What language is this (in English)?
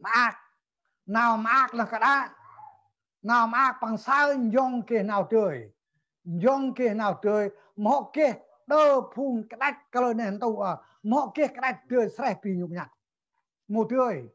Central Mnong